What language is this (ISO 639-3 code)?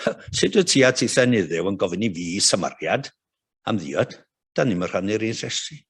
cym